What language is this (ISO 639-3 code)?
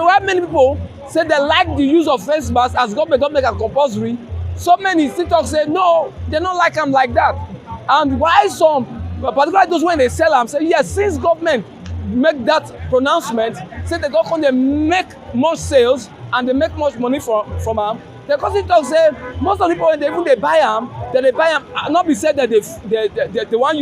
pcm